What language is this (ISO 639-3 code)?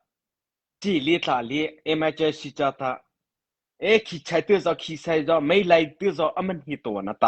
mrh